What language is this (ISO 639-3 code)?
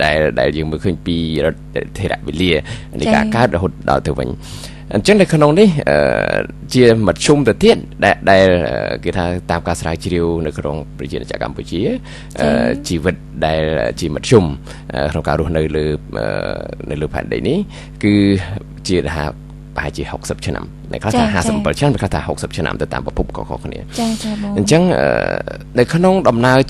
khm